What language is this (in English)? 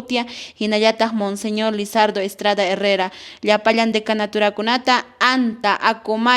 Quechua